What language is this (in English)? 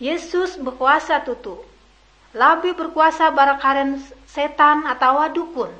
Ngaju